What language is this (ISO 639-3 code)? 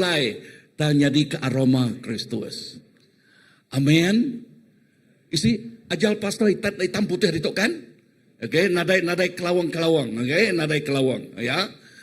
iba